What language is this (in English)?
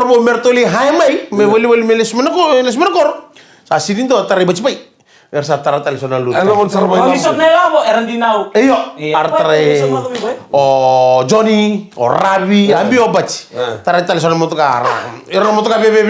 Fijian